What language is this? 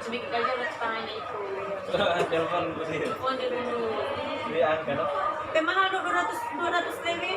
Manado Malay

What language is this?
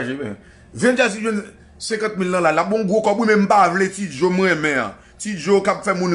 Haitian Creole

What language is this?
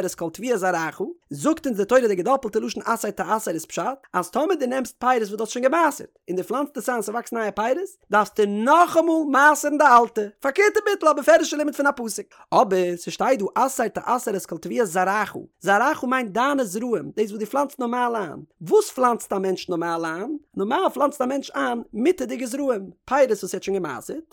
Yiddish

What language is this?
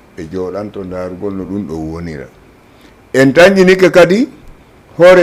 Fula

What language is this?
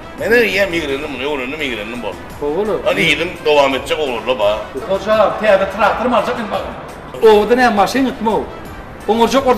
Turkmen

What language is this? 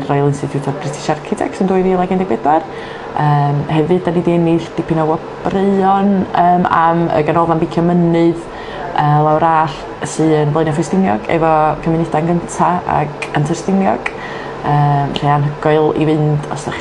Welsh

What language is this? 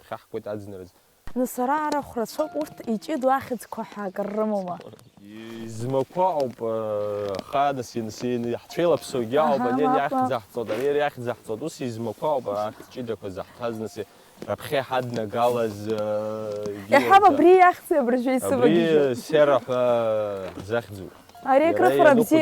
Abkhazian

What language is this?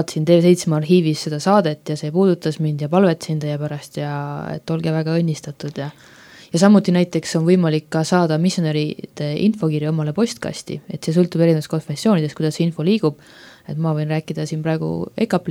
Estonian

